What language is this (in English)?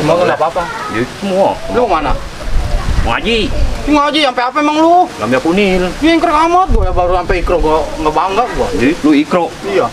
Betawi